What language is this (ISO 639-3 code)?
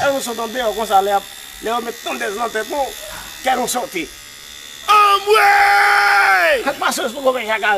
hat